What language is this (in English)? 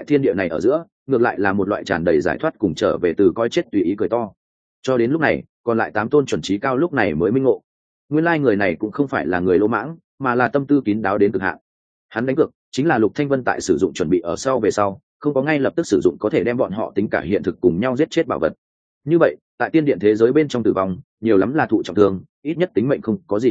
Vietnamese